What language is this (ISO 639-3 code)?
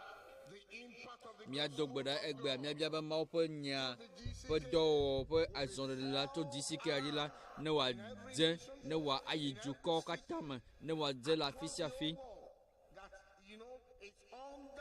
ewe